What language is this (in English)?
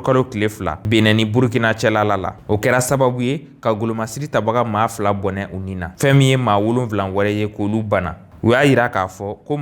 Bambara